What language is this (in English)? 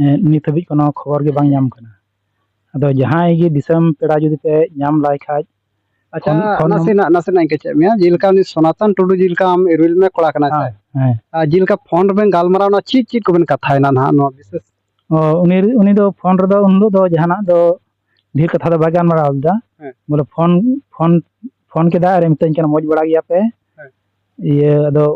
Santali